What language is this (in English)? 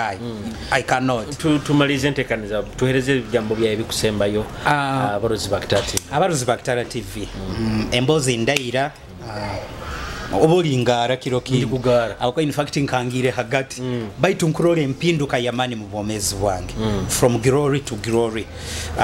Nyoro